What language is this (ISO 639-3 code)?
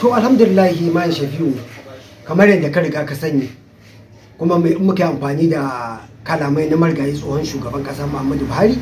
hau